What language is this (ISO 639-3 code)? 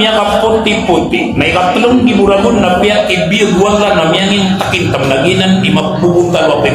mrw